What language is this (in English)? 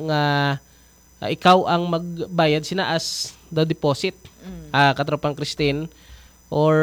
Hiligaynon